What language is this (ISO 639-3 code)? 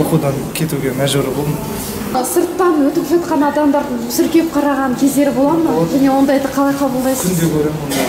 kaz